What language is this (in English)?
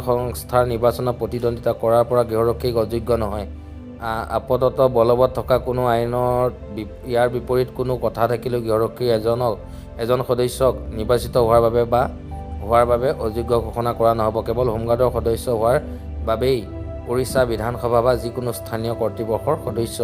Assamese